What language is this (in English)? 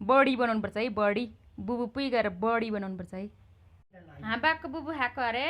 Nepali